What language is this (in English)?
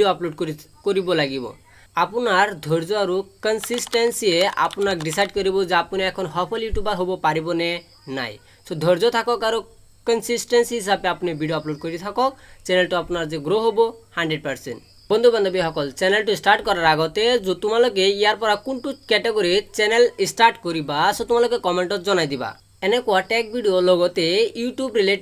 Assamese